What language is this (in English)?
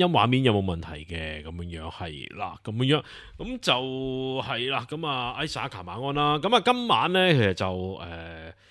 Cantonese